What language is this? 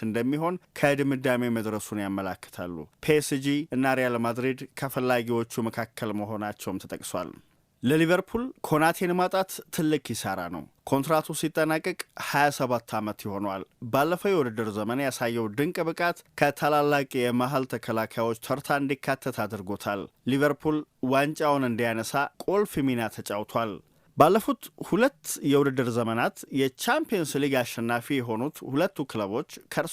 Amharic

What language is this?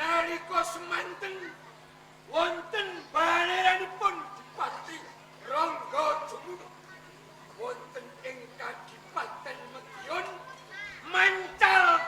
Javanese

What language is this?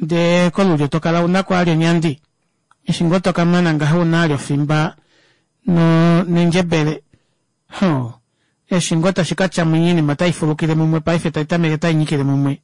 Kuanyama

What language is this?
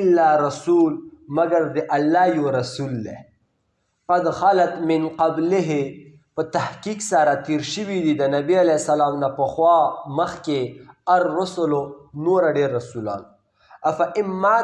Pashto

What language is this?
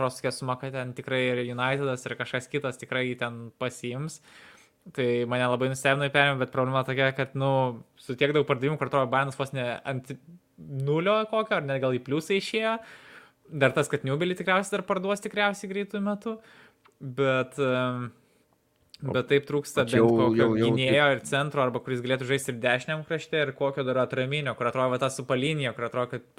Lithuanian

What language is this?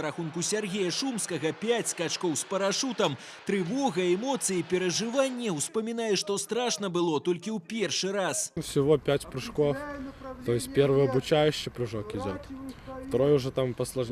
Belarusian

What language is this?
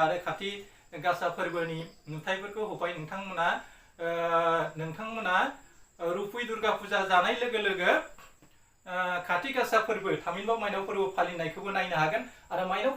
Bodo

